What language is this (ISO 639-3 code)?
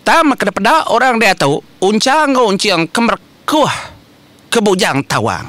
iba